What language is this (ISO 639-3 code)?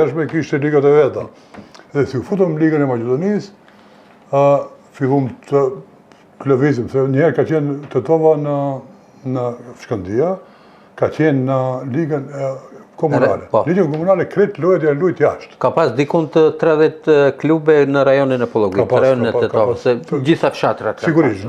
sqi